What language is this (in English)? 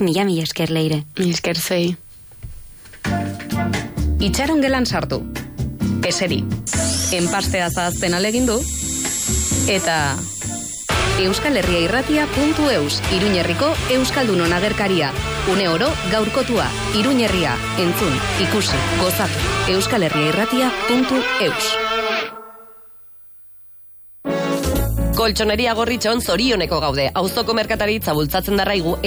Basque